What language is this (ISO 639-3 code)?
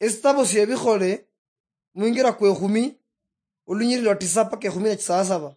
luy